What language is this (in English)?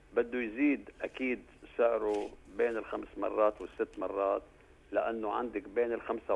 North Levantine Arabic